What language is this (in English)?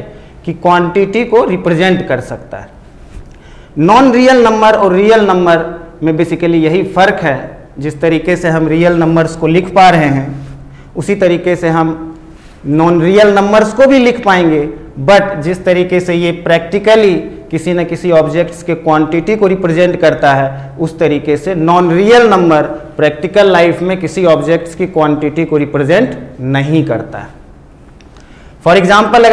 Hindi